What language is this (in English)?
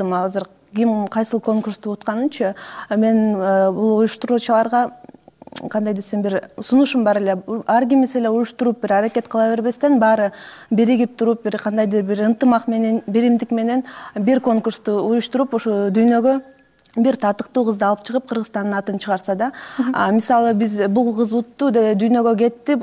Kyrgyz